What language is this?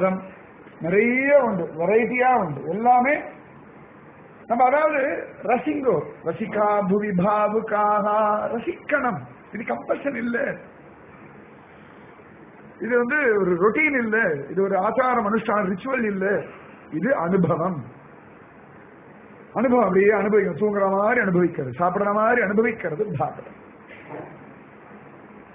Tamil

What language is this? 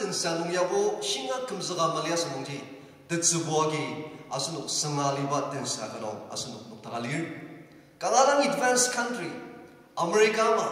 Ao Naga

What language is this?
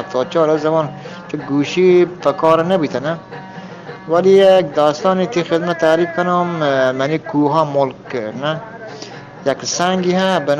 Eastern Balochi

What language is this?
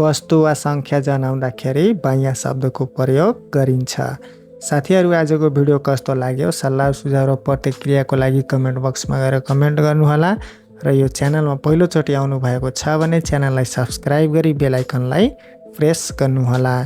Nepali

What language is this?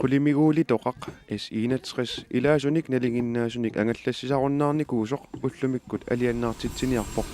Kalaallisut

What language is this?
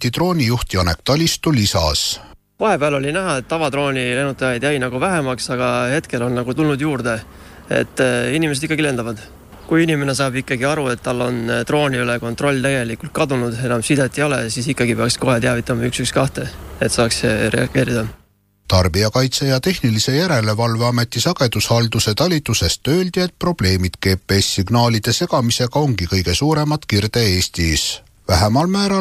Estonian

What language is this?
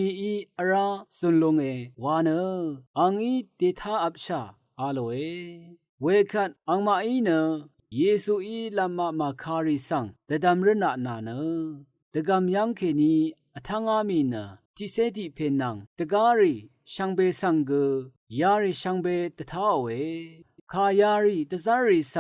Rawang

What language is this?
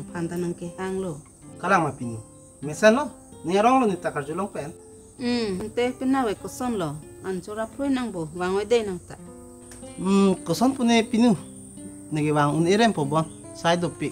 Karbi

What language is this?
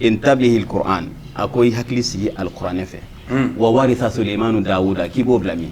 Bambara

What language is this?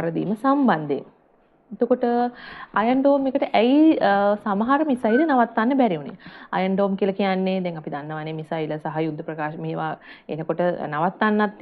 Sinhala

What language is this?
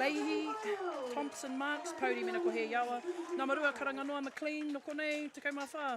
Māori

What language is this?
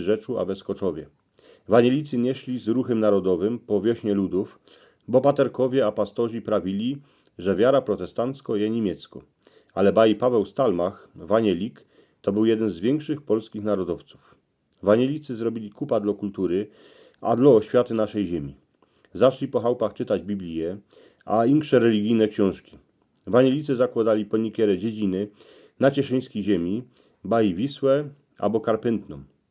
Silesian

